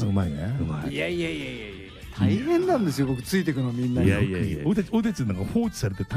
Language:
Japanese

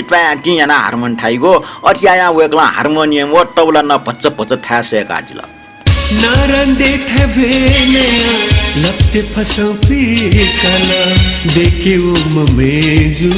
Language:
Newari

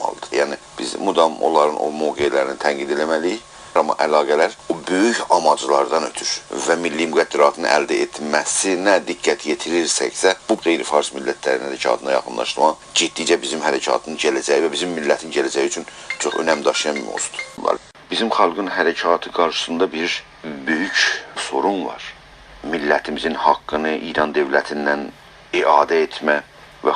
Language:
South Azerbaijani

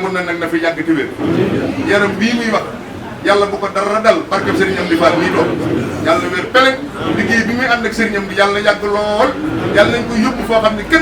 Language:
Wolof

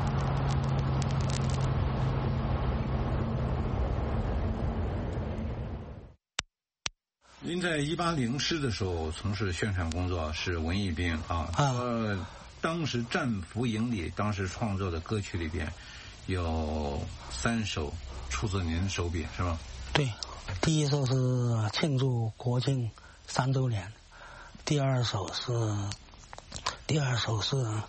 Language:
Chinese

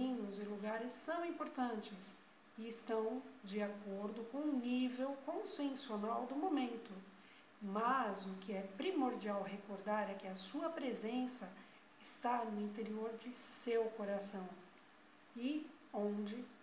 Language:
Portuguese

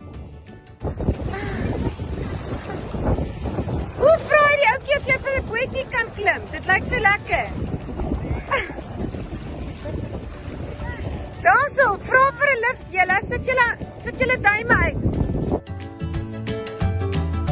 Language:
Afrikaans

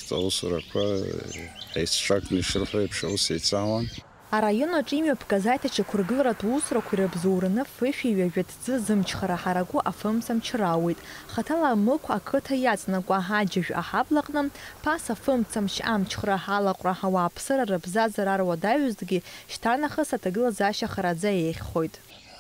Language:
Abkhazian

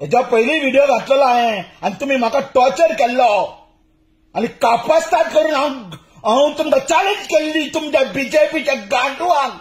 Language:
Konkani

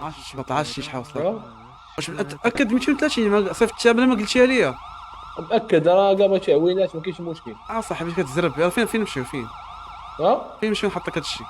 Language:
Moroccan Arabic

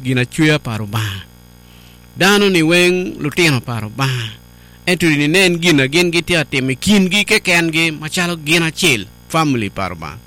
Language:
Acoli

